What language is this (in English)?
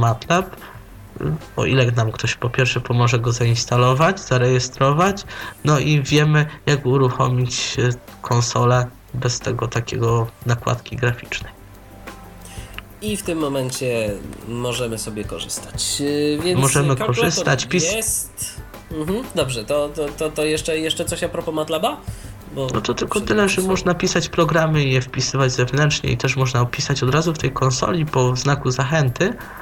Polish